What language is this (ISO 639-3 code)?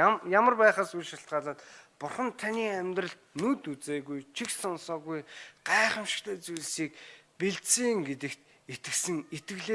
mon